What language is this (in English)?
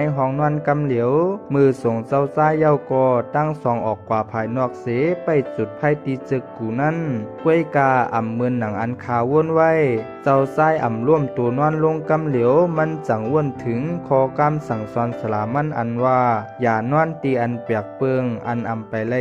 Shan